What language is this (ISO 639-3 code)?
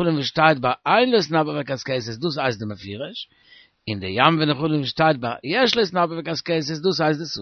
yid